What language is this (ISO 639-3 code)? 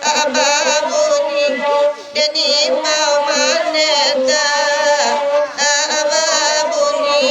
min